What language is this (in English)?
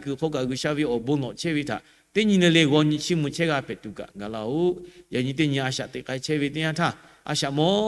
Lahu